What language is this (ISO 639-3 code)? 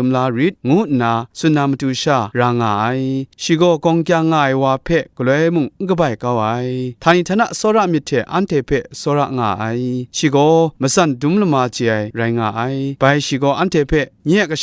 kac